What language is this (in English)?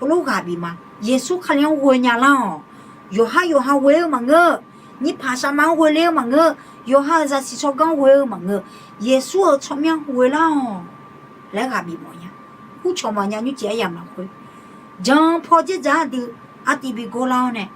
Akha